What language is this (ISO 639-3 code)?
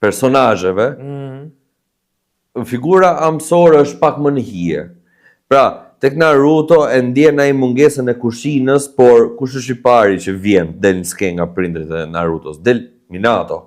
sqi